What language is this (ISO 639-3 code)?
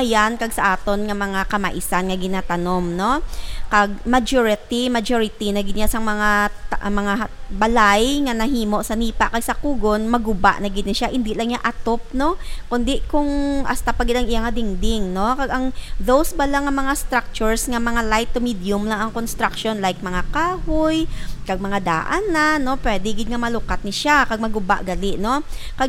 hil